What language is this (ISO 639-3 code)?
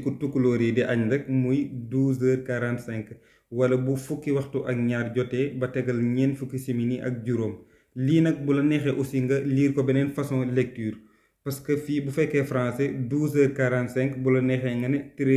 wol